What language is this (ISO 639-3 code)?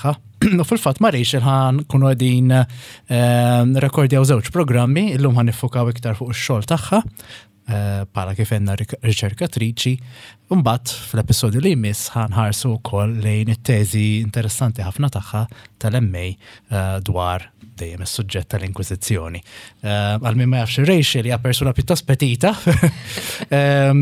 mlt